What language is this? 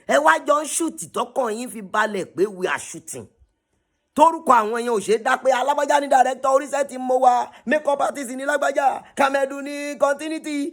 Yoruba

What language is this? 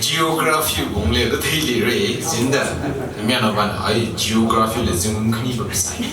Tangkhul Naga (India)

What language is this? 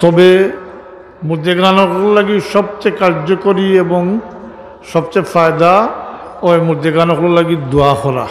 Sylheti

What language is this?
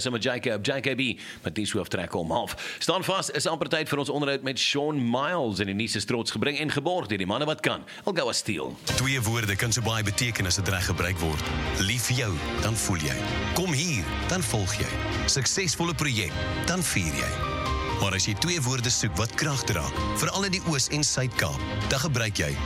Afrikaans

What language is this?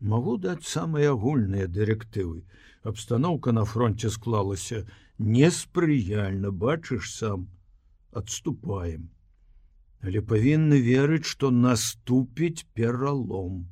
Belarusian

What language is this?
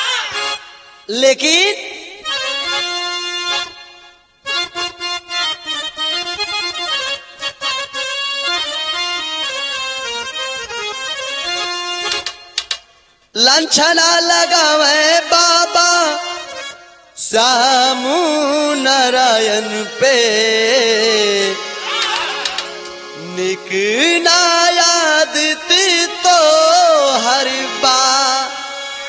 Bhojpuri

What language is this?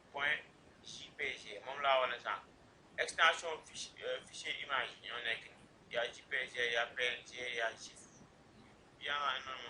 Wolof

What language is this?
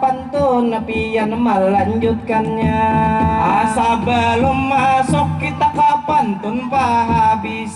Banjar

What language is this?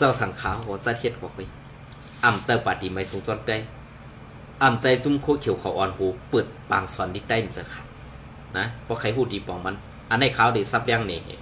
Shan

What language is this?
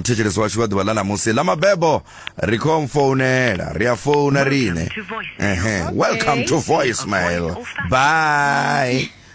Venda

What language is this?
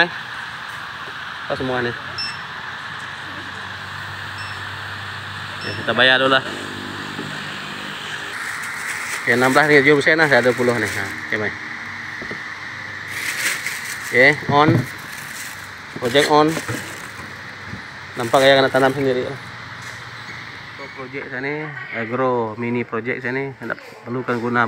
Malay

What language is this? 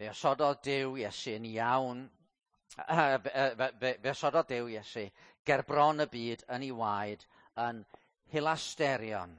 Welsh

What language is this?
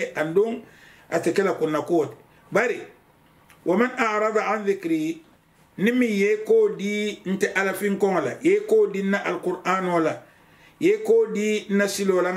Mandingo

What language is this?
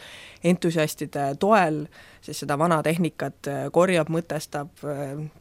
Estonian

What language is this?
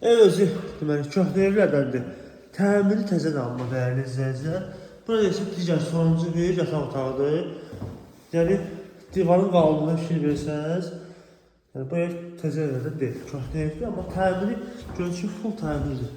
Azerbaijani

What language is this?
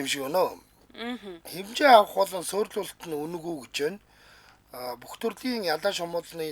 Mongolian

